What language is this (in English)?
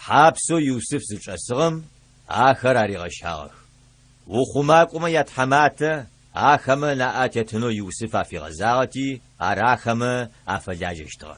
Adyghe